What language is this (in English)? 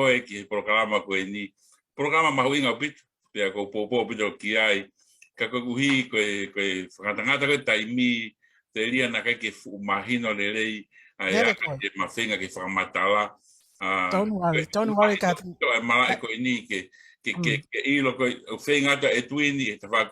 Tongan